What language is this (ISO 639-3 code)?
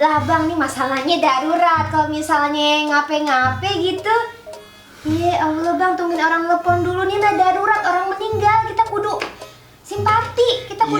bew